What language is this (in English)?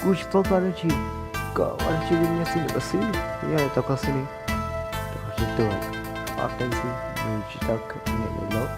Hmong